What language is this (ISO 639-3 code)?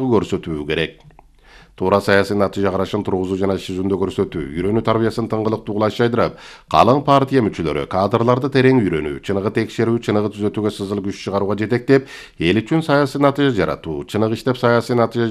kir